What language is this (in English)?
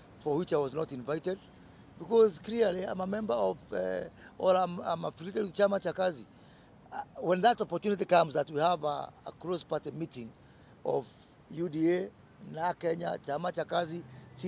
Kamba